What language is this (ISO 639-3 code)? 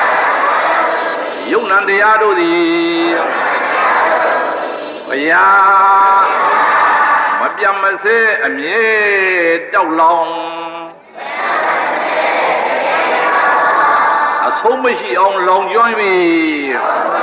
mya